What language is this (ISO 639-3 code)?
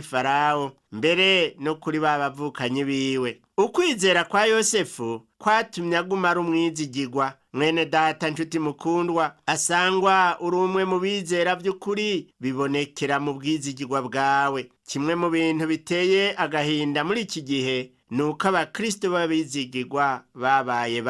run